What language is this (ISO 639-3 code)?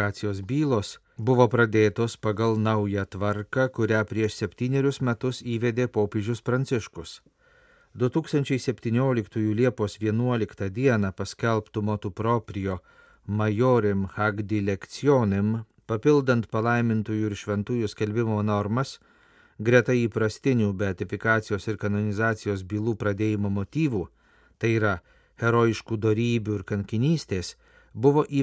lit